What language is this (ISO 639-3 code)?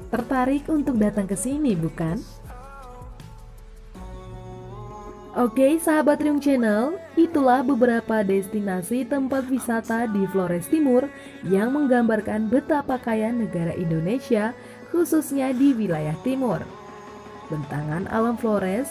ind